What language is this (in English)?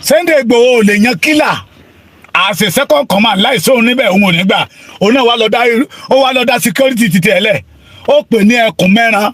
Yoruba